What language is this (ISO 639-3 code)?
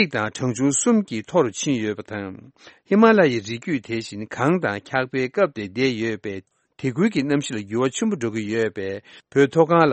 bod